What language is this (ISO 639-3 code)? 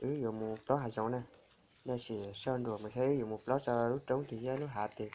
hmn